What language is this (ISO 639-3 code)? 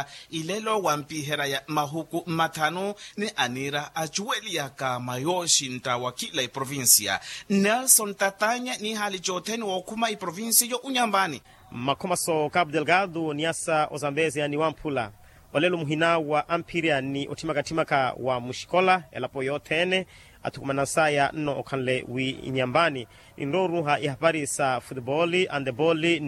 vmw